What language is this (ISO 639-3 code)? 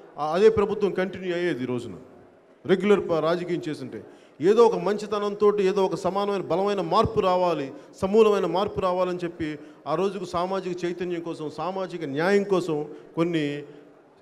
tel